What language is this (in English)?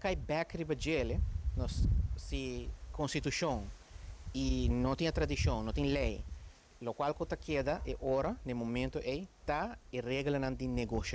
Papiamento